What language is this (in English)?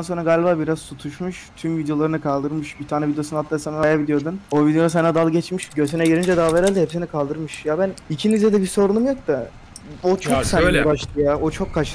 Turkish